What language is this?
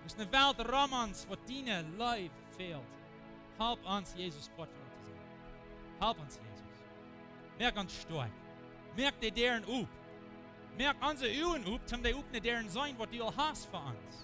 Plautdietsch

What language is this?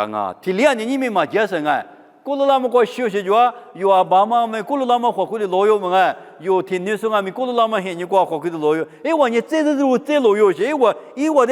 Lisu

